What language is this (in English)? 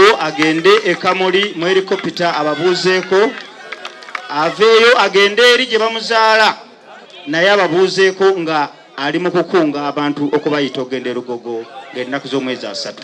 Soga